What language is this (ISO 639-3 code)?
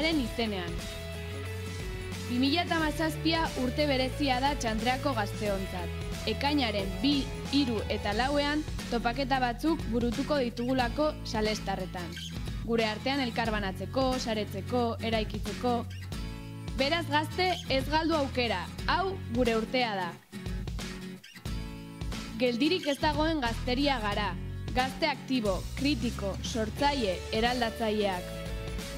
eus